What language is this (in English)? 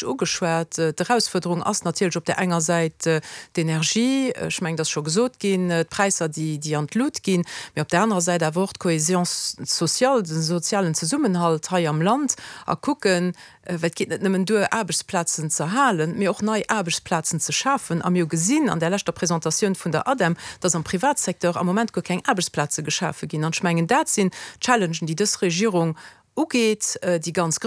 Luxembourgish